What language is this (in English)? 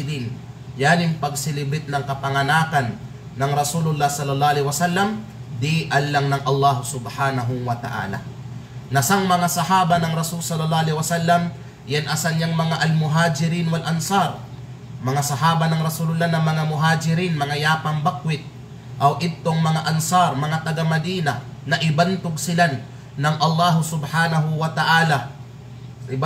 Kalagan